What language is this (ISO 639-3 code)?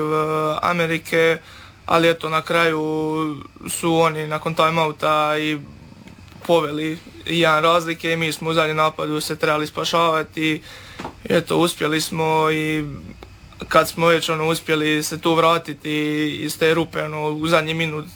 hrv